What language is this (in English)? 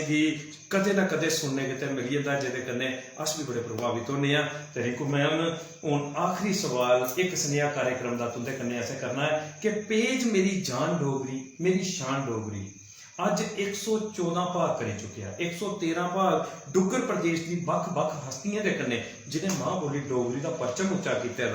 Dogri